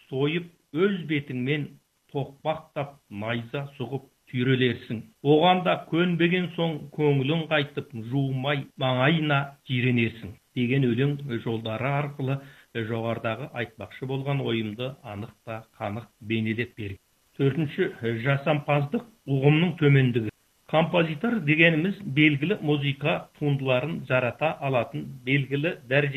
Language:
Kazakh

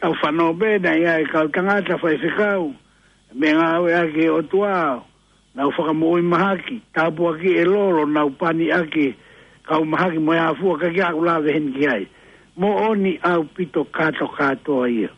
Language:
Tongan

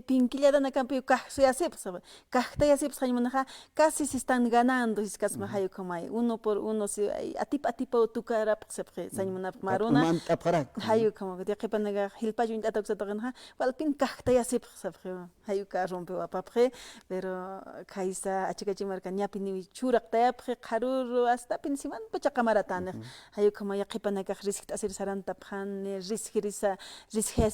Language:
Aymara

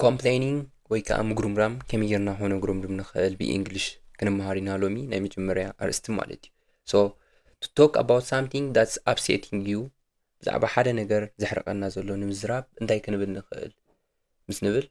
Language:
Tigrinya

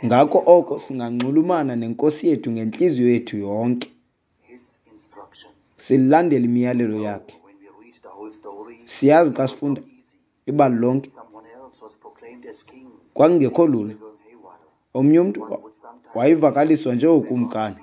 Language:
Xhosa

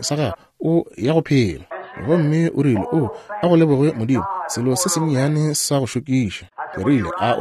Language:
Northern Sotho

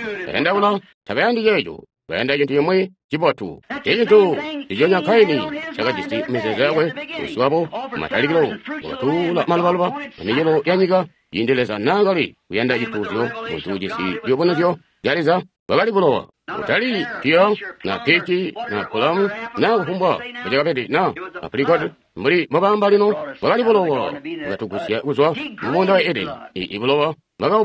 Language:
Tonga (Zambia)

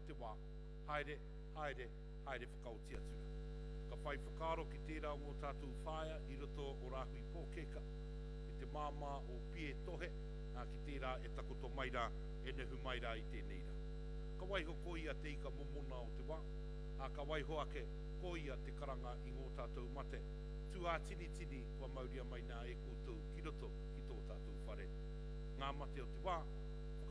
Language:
Māori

